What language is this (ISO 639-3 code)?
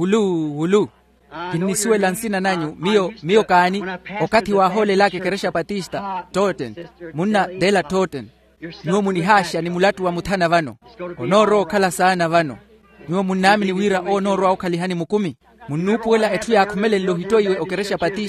vmw